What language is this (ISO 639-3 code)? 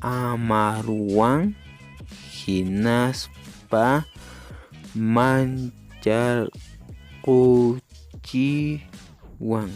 que